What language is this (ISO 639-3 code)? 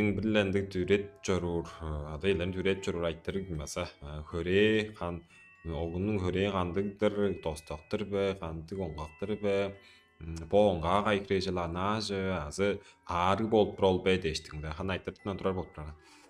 tyv